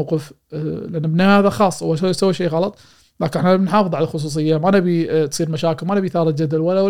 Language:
Gulf Arabic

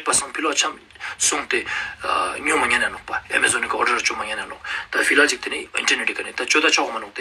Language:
Ladakhi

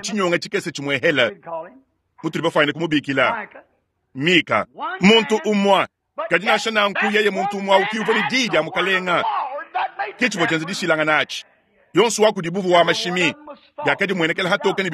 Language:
Luba-Lulua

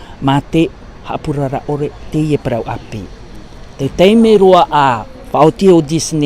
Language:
Tahitian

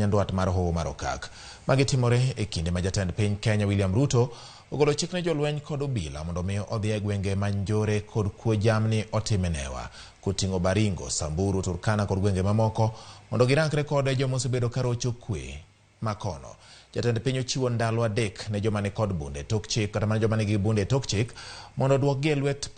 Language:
Luo (Kenya and Tanzania)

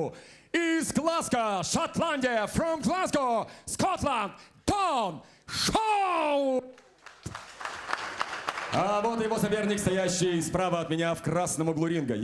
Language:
Russian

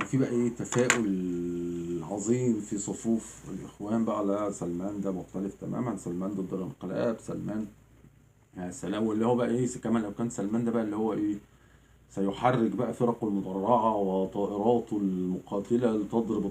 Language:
Egyptian Arabic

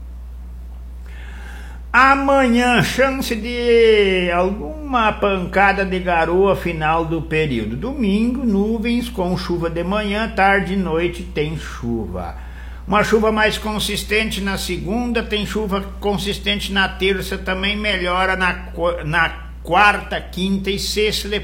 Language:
Portuguese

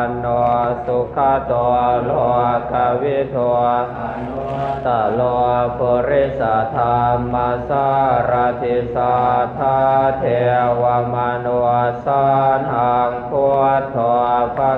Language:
Pali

